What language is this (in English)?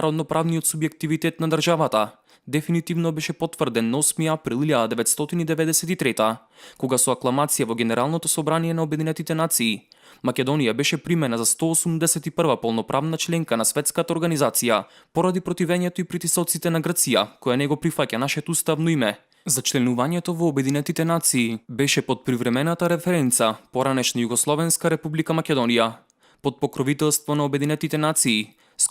Macedonian